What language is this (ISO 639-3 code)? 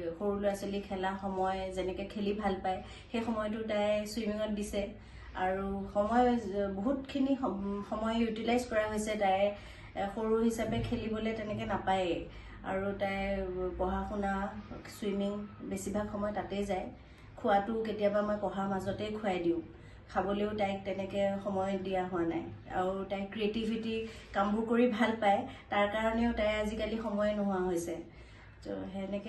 asm